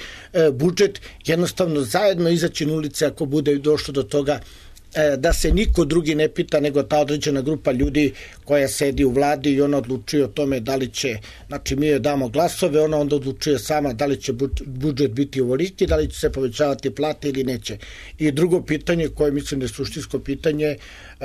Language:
Serbian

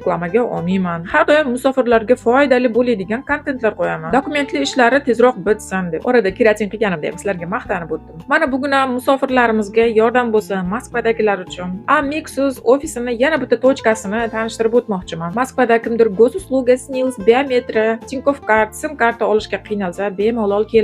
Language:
Uzbek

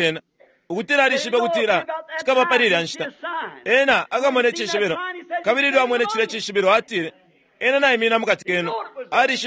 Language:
Bemba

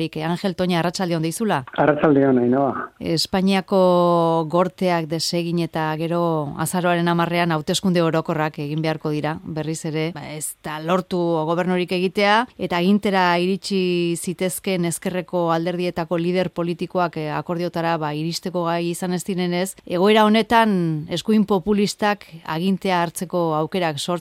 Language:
Basque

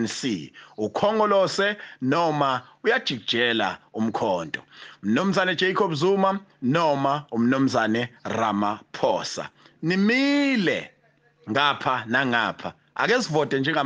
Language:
Zulu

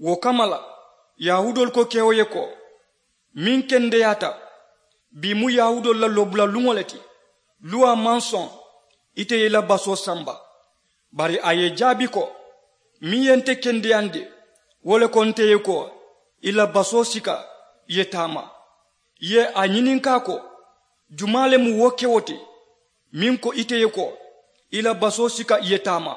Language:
Mandingo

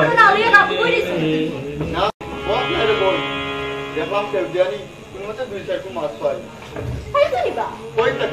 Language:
Sylheti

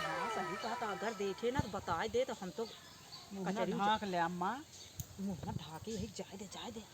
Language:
Awadhi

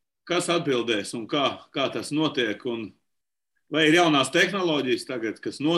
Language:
Latvian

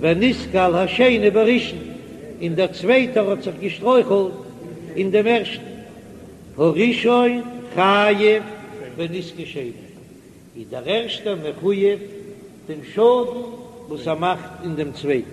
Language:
Yiddish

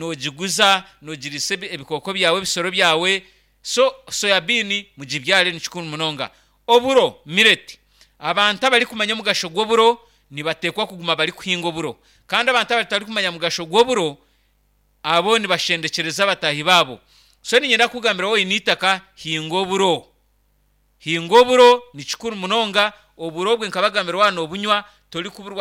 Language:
Nyankole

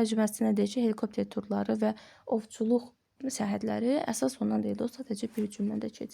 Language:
Azerbaijani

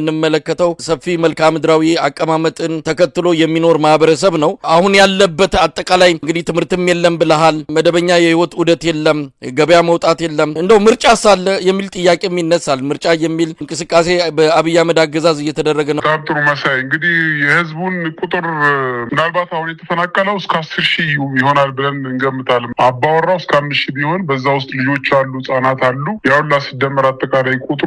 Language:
Amharic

